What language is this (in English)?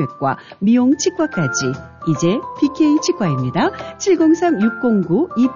Korean